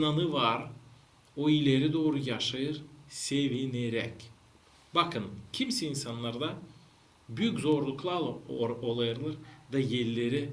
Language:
Gagauz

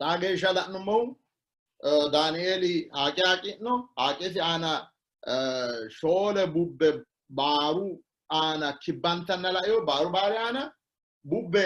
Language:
Sidamo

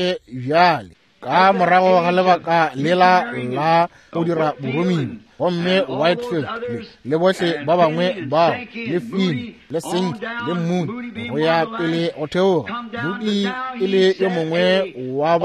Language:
Northern Sotho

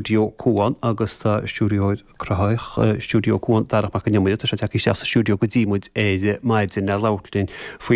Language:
Irish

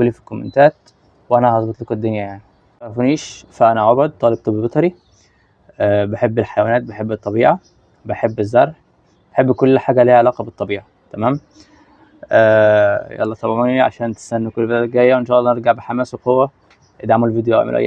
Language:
Egyptian Arabic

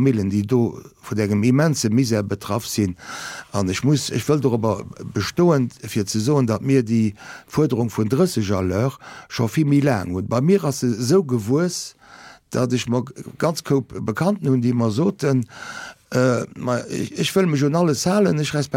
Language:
Luxembourgish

